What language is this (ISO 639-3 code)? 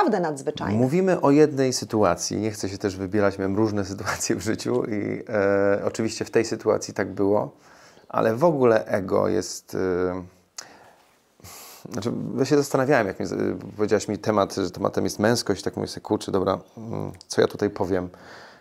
pol